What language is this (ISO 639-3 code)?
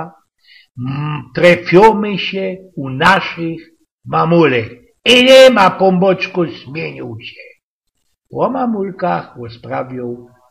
szl